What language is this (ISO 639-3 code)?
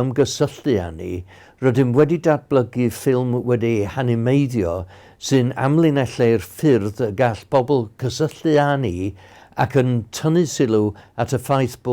cym